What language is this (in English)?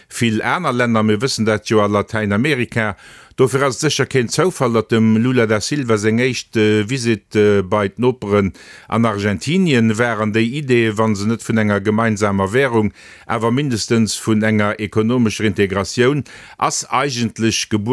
Luxembourgish